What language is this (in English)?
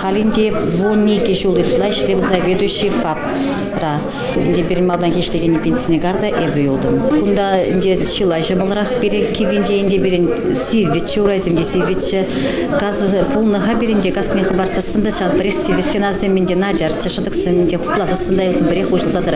Chuvash